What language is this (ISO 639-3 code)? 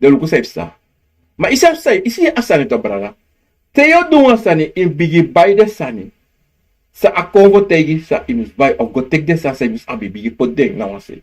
srn